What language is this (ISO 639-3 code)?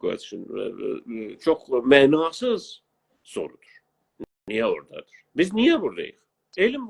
azb